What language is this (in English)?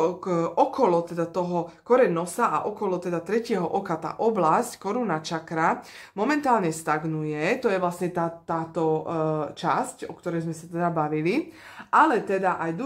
Slovak